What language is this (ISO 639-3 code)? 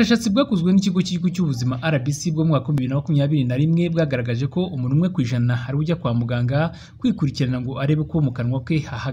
kin